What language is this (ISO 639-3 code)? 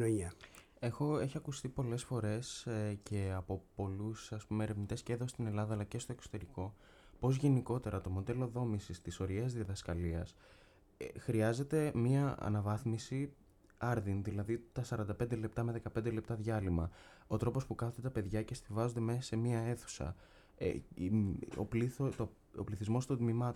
ell